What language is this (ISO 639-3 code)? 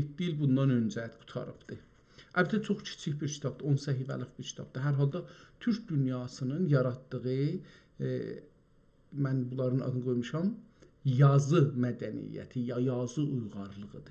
azb